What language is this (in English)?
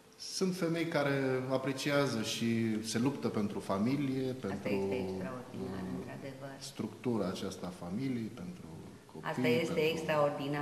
Romanian